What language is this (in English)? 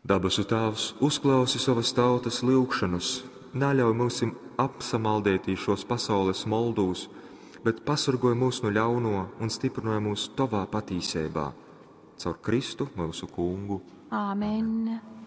Latgalian